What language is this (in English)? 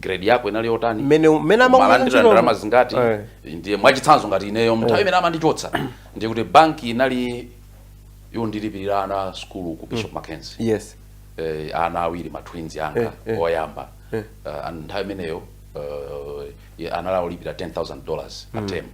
Nyanja